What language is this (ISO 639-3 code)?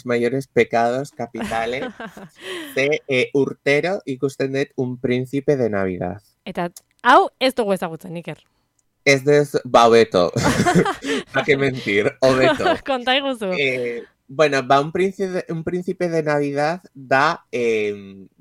eus